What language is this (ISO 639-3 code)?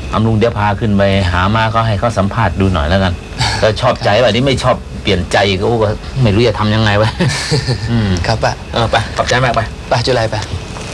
tha